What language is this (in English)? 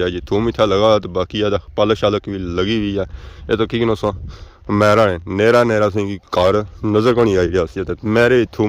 Pahari-Potwari